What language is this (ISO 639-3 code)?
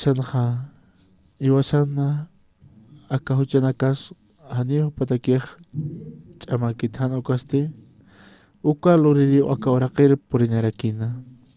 aym